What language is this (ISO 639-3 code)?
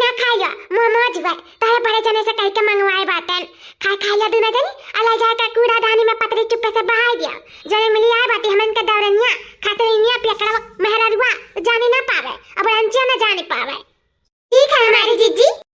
awa